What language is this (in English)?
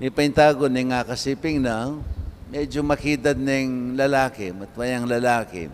Pampanga